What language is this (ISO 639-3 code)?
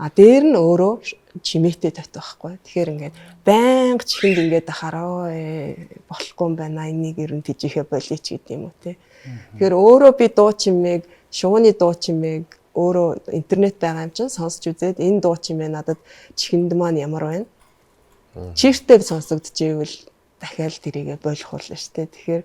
mon